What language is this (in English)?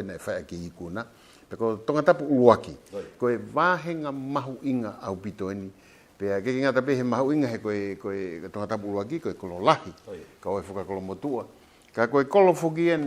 Tongan